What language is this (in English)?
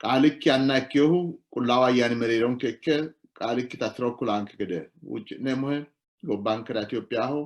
Sidamo